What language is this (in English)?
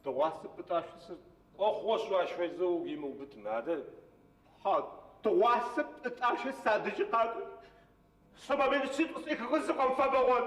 Adyghe